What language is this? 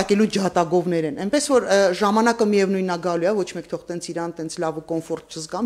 Armenian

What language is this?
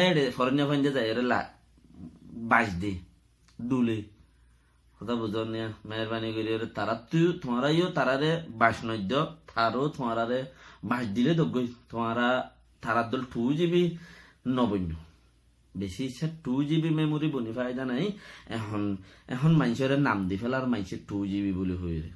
Rohingya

